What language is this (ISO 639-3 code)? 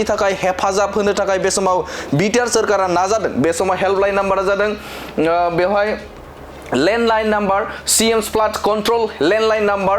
brx